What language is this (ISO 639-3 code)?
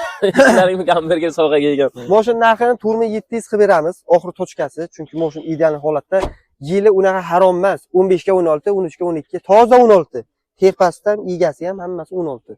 uzb